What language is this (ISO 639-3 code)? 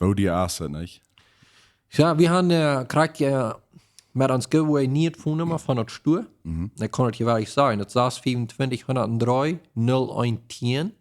pdt